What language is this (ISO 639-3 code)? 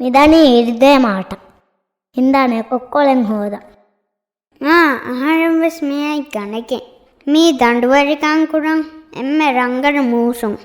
div